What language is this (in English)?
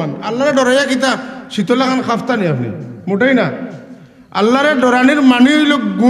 Sylheti